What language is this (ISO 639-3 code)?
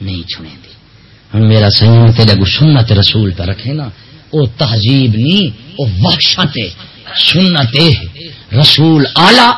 skr